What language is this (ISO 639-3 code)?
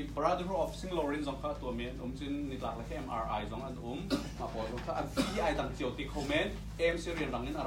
cnh